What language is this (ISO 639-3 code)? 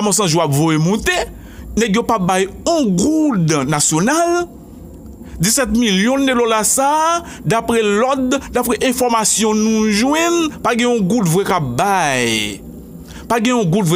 hat